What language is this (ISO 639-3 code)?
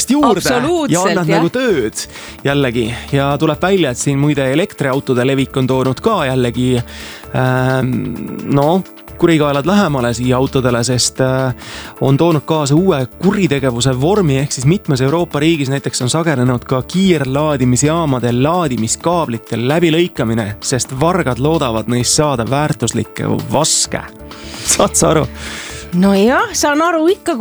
est